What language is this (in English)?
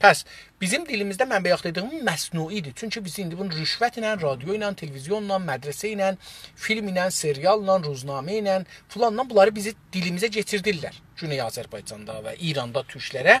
South Azerbaijani